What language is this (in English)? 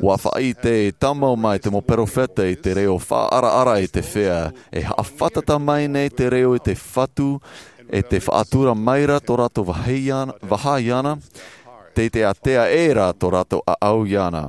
Tahitian